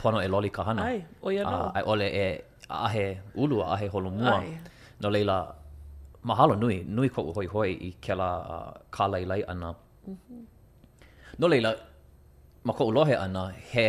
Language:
Hawaiian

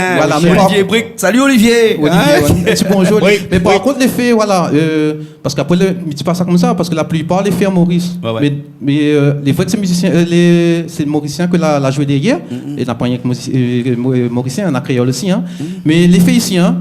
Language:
Réunion Creole French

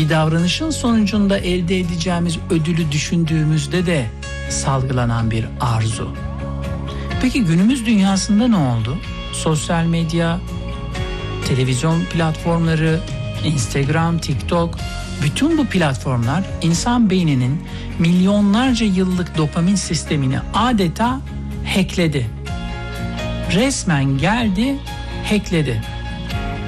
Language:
Turkish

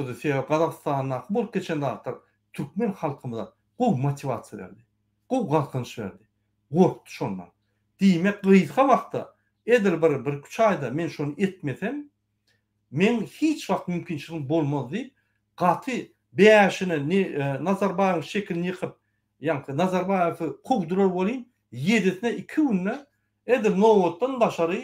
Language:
Turkmen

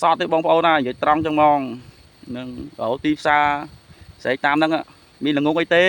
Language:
Khmer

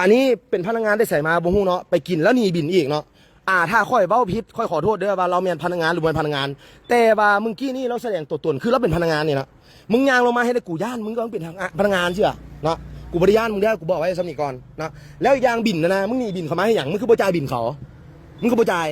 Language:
Northeastern Thai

